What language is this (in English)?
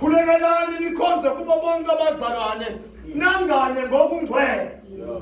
Zulu